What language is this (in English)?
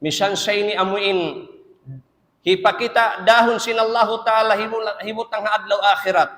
Tausug